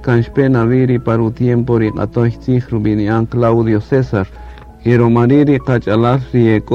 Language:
Kaqchikel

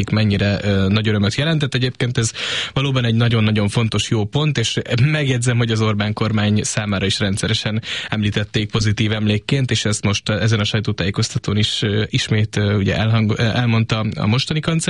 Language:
Hungarian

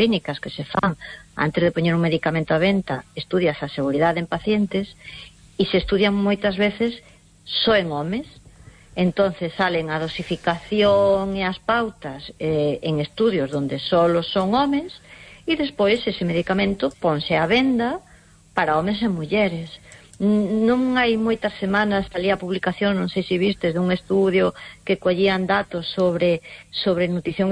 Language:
Galician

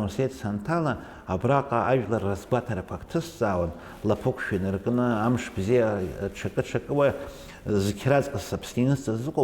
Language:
Abkhazian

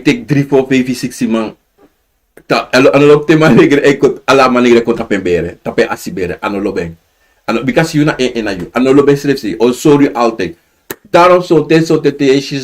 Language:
Sranan Tongo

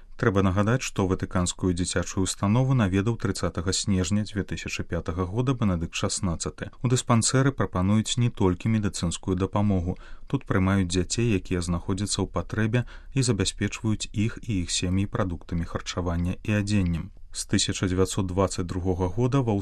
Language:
Belarusian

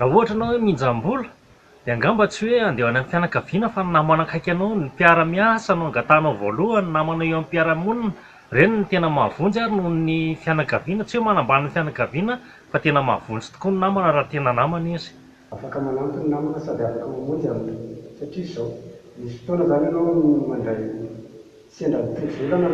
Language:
Malagasy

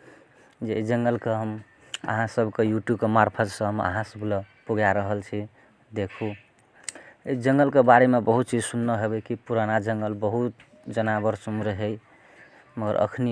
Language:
Maithili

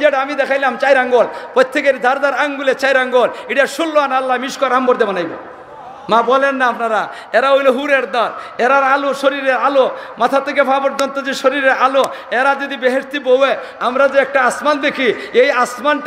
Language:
Sylheti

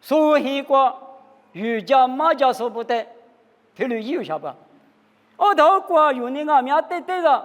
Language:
Lisu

